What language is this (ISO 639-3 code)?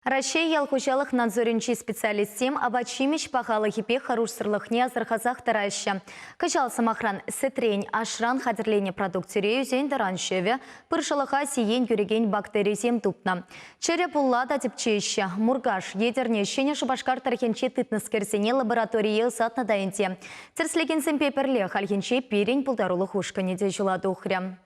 chv